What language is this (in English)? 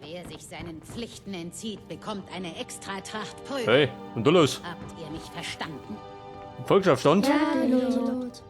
Bavarian